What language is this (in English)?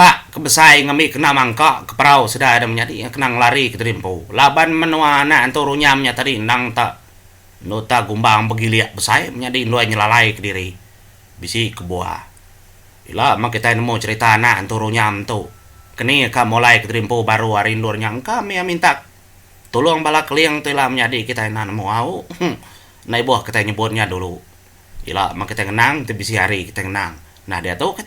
Iban